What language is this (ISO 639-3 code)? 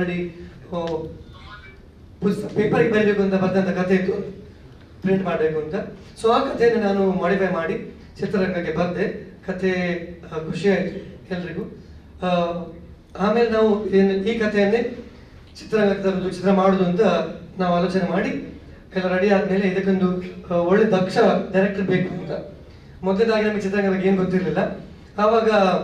kan